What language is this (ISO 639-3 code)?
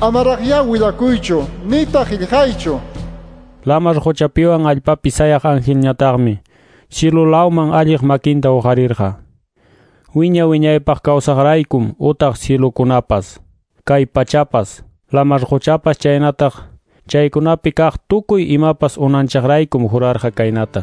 que